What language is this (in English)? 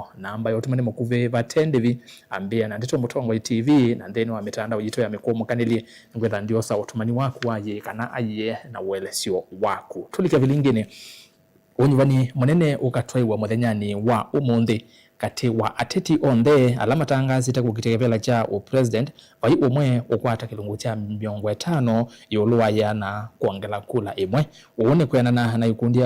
Kamba